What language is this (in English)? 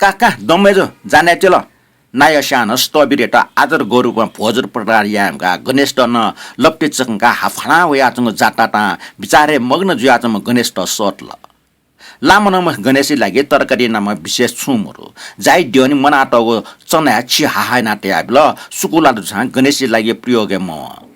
Newari